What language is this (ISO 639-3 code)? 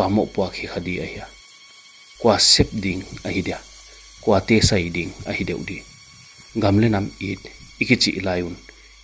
pck